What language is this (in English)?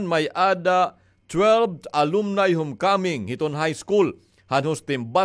Waray